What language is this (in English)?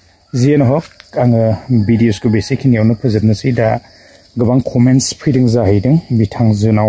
Bodo